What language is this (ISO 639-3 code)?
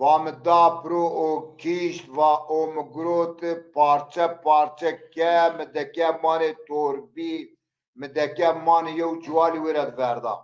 zza